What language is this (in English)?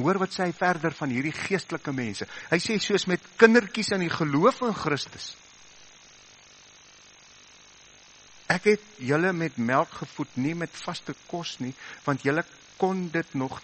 Afrikaans